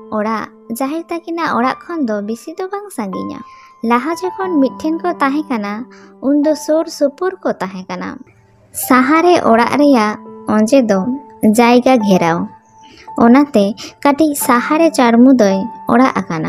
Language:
Santali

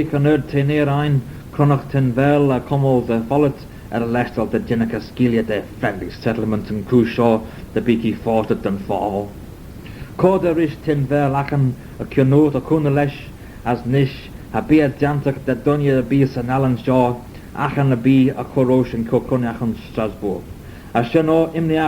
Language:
Manx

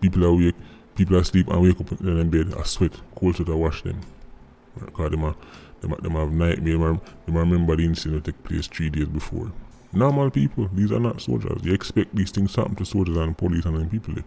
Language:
Jamaican Creole English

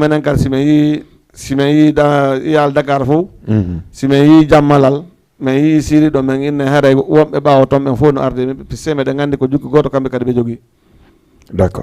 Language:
Fula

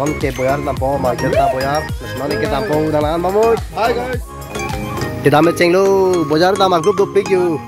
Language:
Karbi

